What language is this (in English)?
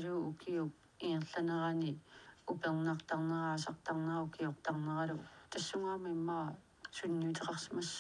Kalaallisut